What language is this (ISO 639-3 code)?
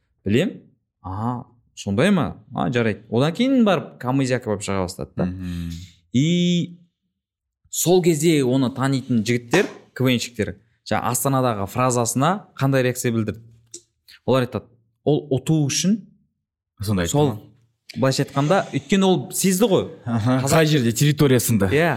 kaz